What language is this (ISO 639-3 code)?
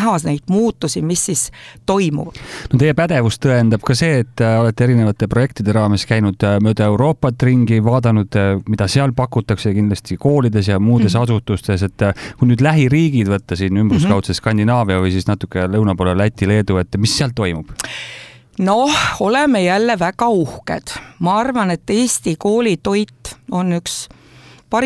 est